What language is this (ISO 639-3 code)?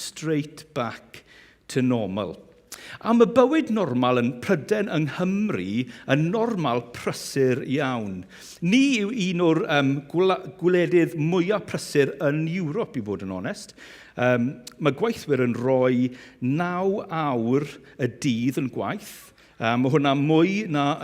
cym